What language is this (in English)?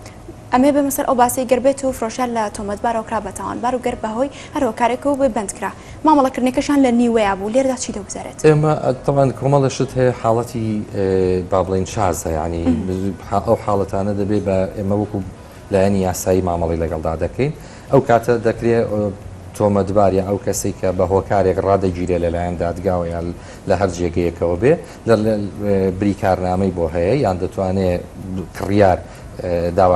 Central Kurdish